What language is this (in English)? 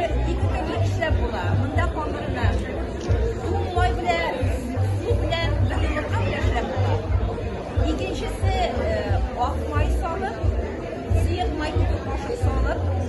Tatar